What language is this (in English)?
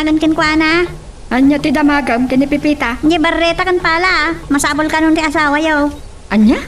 Iloko